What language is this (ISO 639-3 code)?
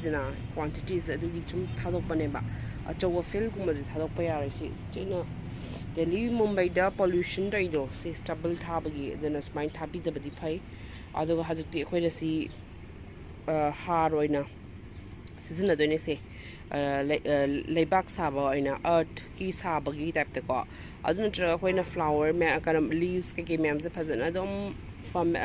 mni